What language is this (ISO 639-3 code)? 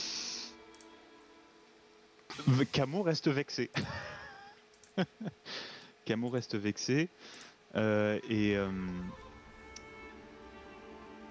fra